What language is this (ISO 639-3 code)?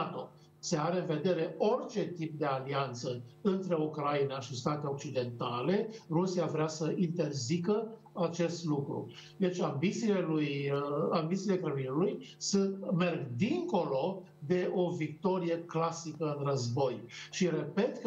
ron